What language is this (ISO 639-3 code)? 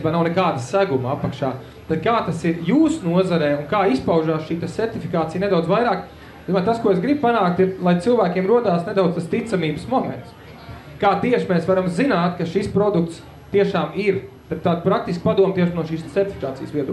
lav